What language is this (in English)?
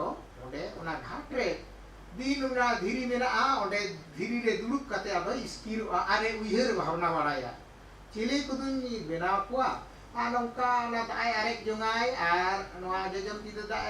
Santali